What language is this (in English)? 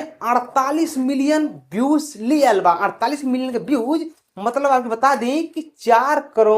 Bhojpuri